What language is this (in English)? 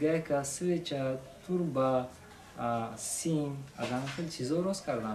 Tajik